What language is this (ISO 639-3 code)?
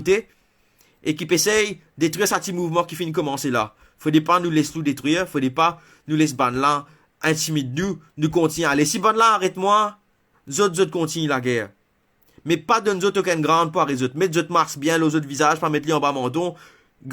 mfe